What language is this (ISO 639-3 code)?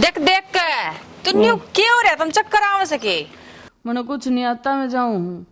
bgc